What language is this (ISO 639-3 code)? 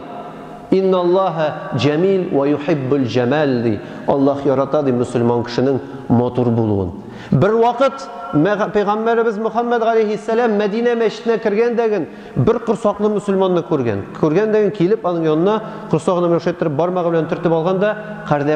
tat